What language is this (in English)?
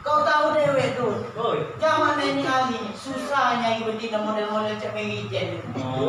Musi